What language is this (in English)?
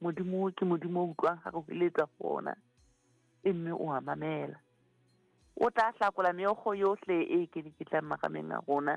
Southern Sotho